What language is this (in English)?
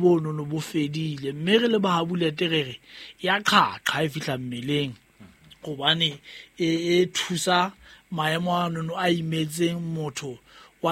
Southern Sotho